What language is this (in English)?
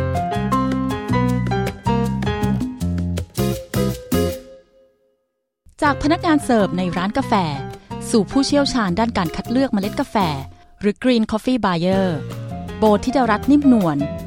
Thai